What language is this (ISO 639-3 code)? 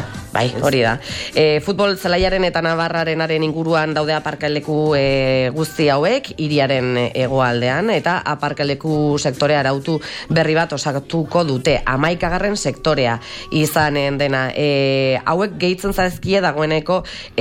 eus